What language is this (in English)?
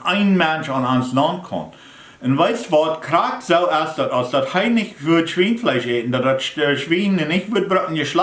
Plautdietsch